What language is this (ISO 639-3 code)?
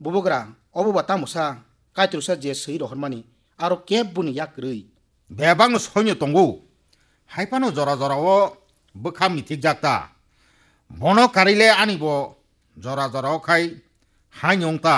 trp